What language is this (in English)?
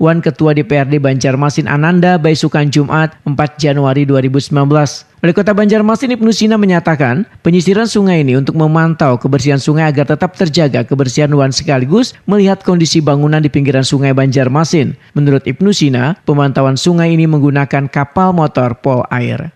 Banjar